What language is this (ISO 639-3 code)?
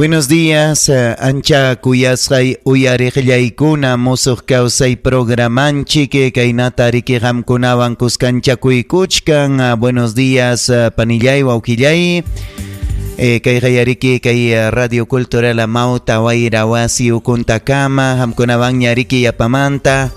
quy